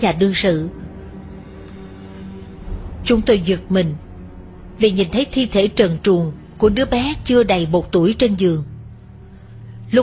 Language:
Vietnamese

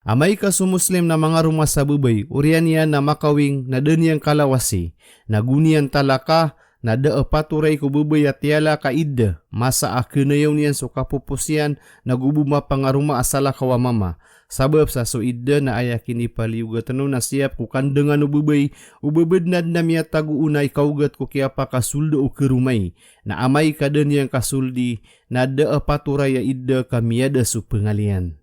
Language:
Maranao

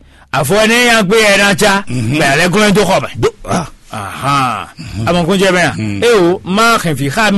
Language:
Fon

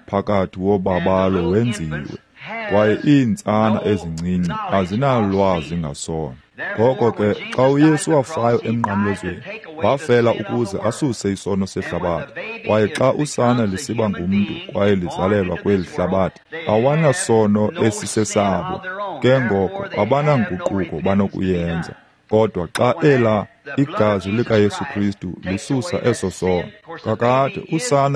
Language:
Xhosa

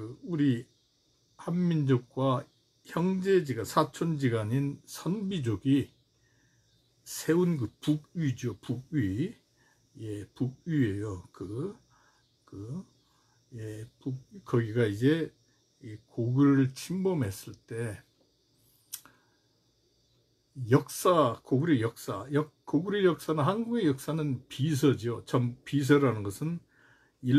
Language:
Korean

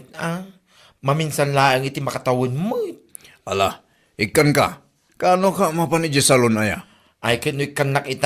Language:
Iloko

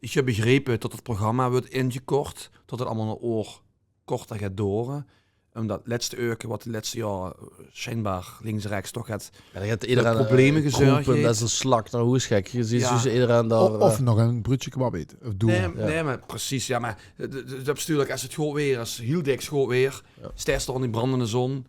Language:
Limburgish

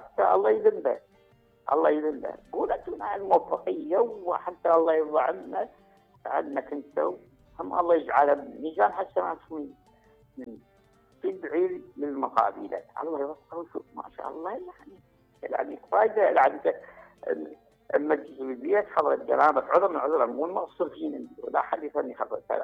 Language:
Mesopotamian Arabic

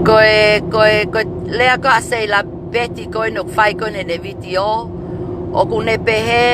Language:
Tongan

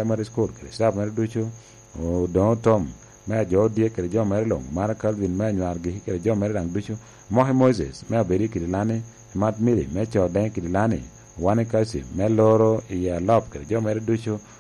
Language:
Lango (Uganda)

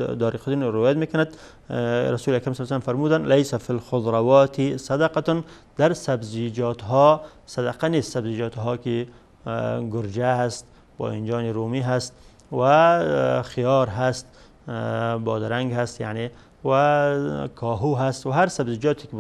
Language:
Persian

